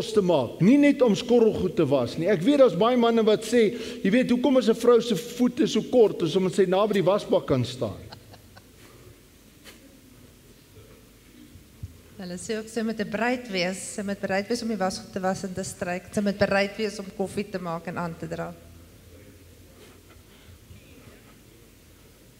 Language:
Afrikaans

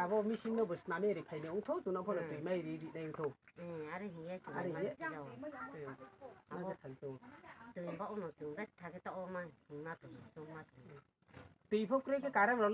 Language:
Riang (India)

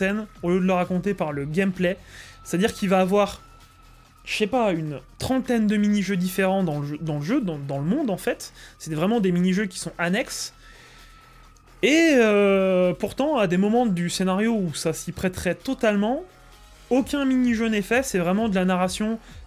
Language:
French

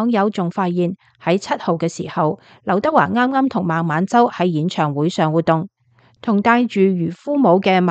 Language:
Cantonese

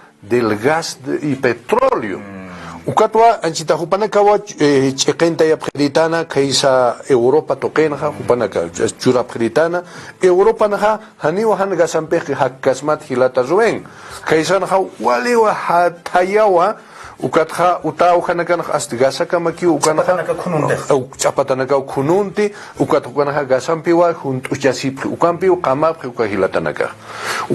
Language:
Aymara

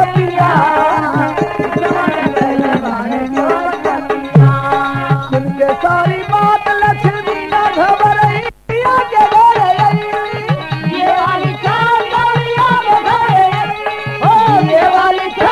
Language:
Bhojpuri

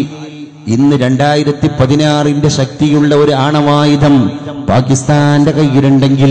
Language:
Malayalam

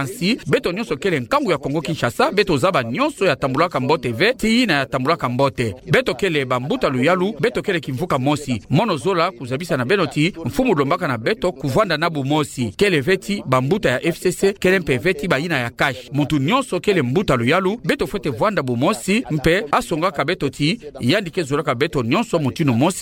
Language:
Kituba (Democratic Republic of Congo)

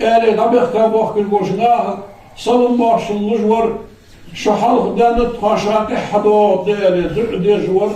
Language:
Ingush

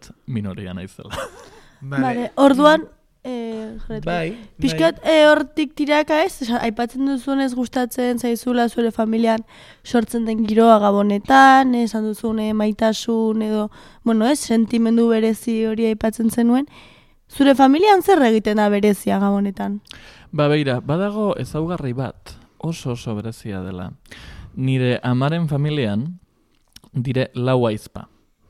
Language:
Basque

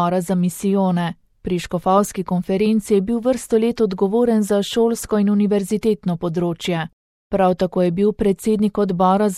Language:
Slovenian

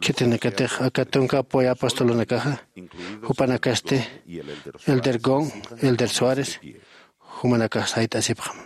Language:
Aymara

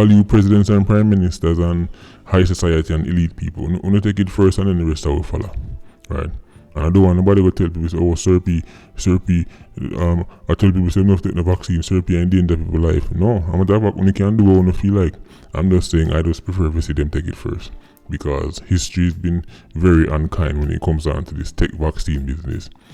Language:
Jamaican Creole English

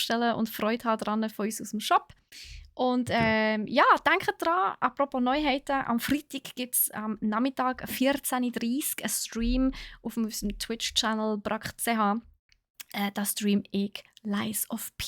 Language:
Swiss German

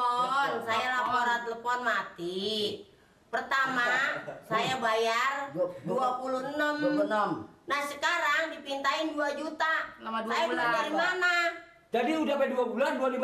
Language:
Betawi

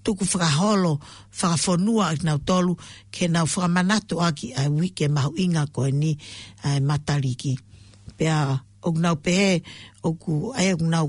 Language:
Tongan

